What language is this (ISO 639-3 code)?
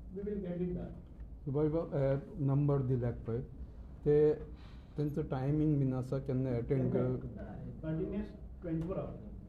kok